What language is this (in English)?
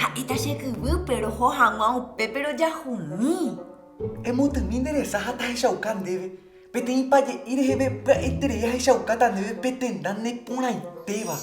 Guarani